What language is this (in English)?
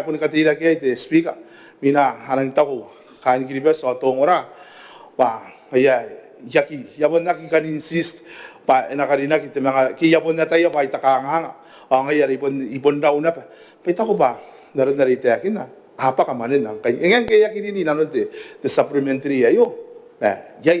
Gilbertese